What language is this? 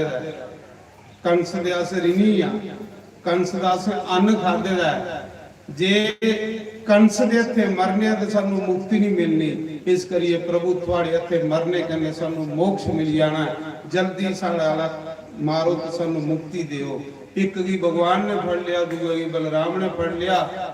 Dogri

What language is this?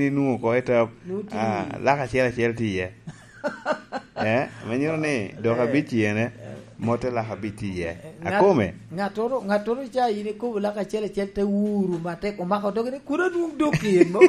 Lango (Uganda)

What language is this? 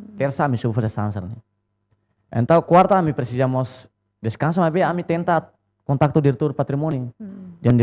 Tetum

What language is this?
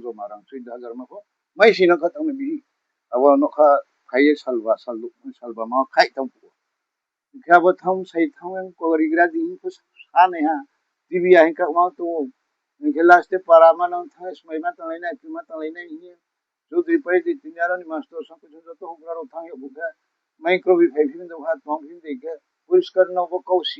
Riang (India)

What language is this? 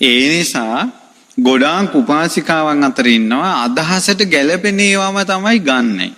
Sinhala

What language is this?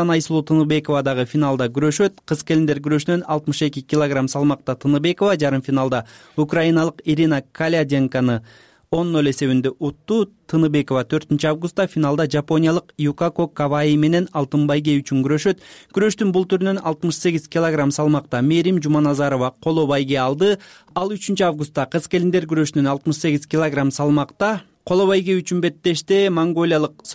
Kyrgyz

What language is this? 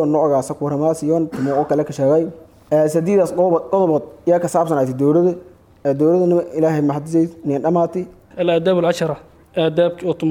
Somali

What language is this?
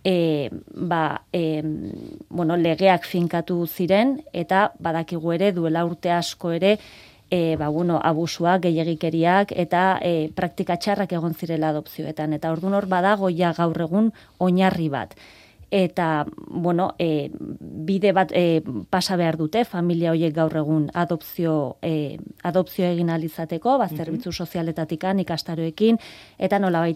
Basque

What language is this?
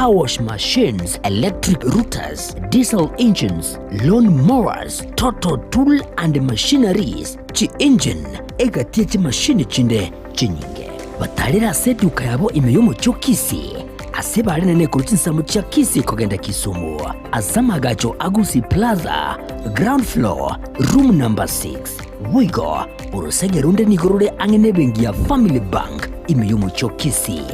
Gusii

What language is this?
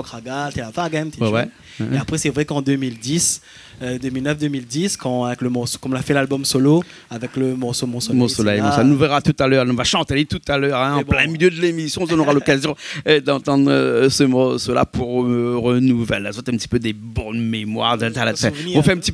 Réunion Creole French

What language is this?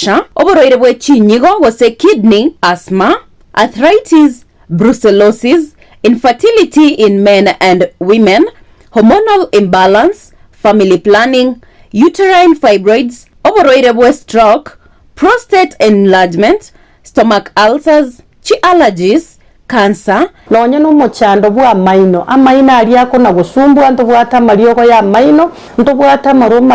Gusii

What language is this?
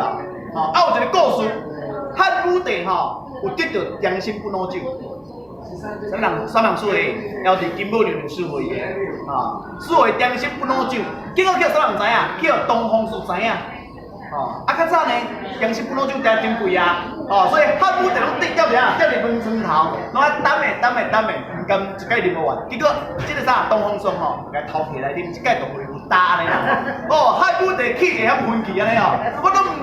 Min Nan Chinese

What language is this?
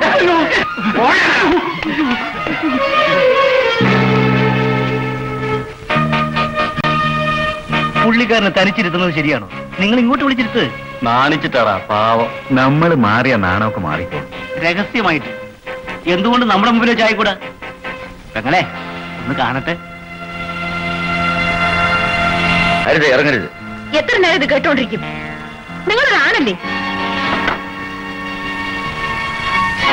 Malayalam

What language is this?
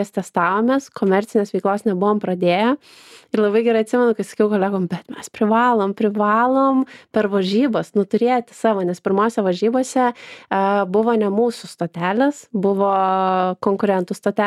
Lithuanian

